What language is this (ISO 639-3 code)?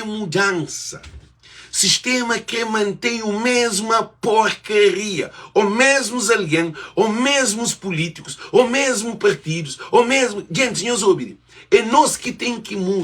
kea